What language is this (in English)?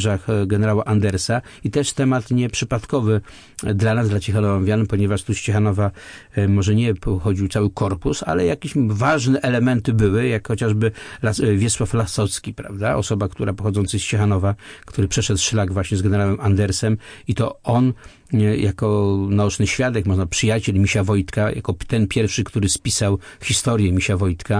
Polish